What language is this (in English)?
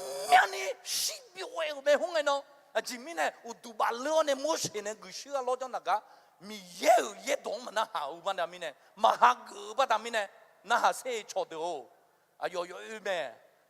Akha